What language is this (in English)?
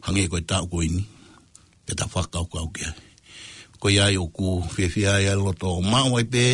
Tongan